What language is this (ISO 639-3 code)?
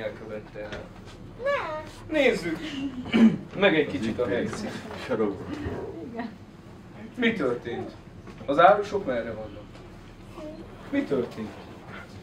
hun